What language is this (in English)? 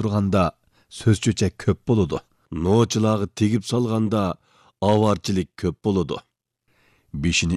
Uyghur